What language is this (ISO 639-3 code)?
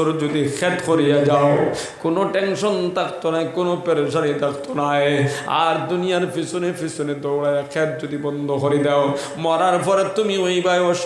syl